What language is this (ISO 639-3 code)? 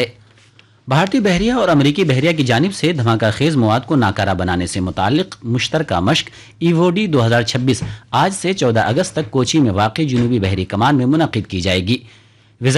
urd